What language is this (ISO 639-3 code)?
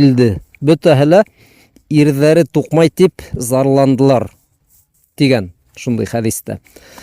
bak